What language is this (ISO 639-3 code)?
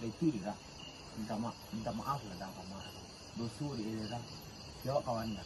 min